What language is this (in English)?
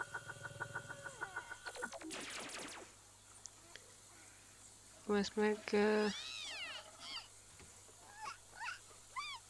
Hungarian